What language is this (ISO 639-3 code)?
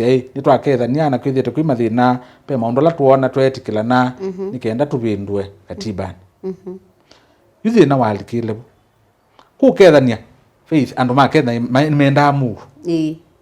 kam